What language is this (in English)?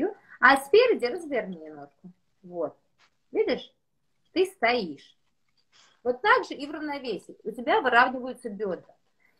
Russian